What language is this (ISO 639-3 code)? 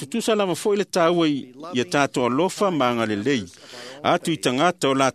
smo